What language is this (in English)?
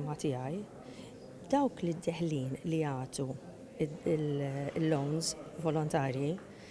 Maltese